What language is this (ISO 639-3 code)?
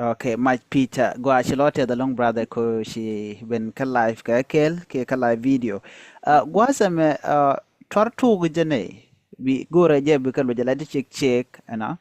nus